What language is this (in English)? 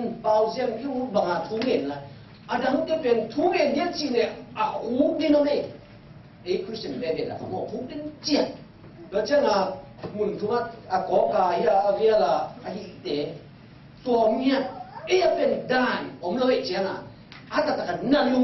Tedim Chin